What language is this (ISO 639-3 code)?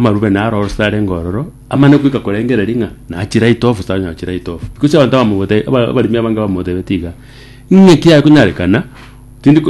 guz